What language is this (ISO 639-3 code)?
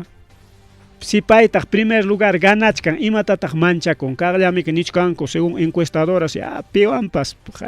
quy